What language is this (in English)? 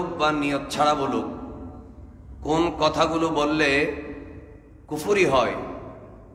Bangla